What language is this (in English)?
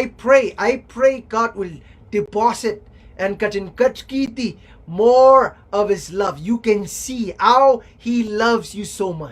Pohnpeian